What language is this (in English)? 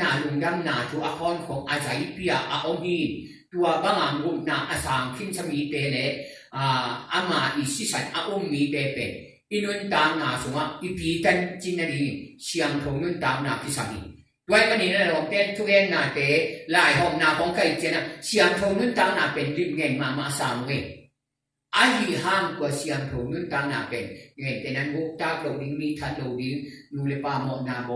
Tedim Chin